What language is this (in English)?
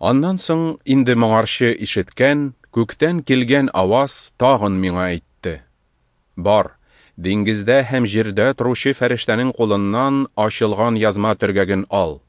Tatar